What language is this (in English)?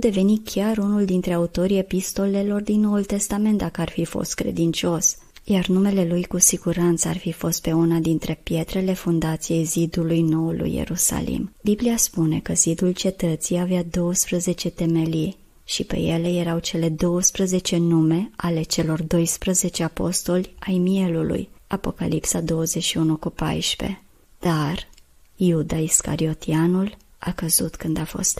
Romanian